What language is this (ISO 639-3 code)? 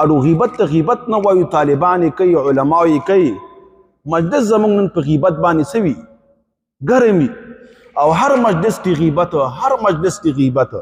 pus